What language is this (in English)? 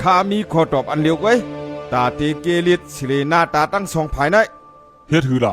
Shan